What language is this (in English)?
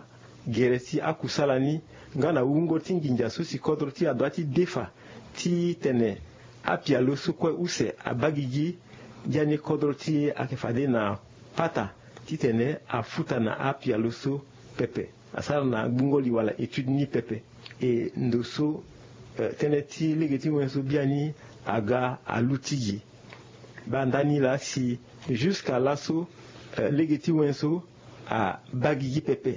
Sango